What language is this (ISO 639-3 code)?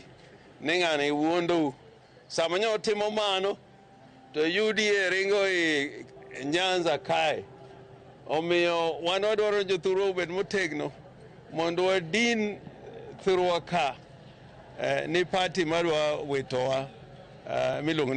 luo